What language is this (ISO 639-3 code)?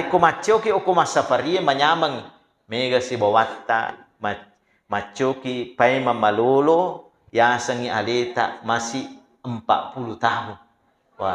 bug